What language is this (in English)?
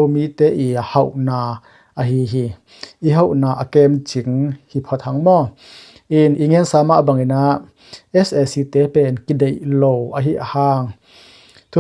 Tedim Chin